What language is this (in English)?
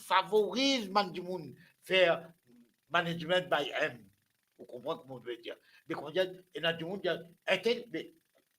Morisyen